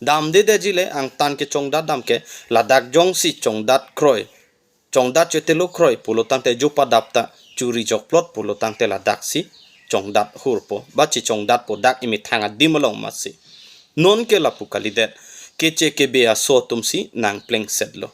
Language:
Karbi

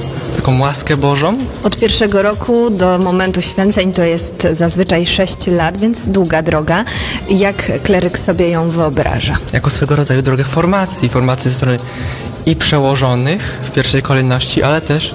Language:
Polish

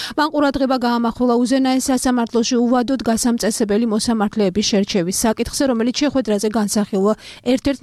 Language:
Georgian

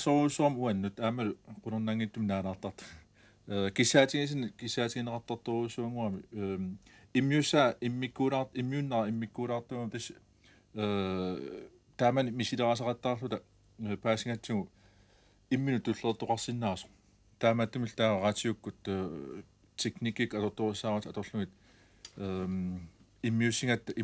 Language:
Kalaallisut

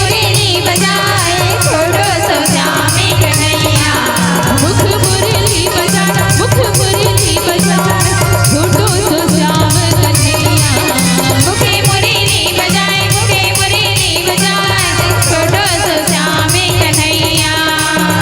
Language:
Chhattisgarhi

